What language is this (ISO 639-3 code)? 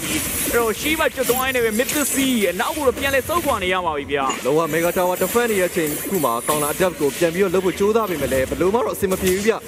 mya